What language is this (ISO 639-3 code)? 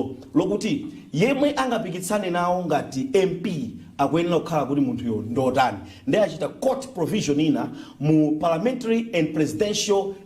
nya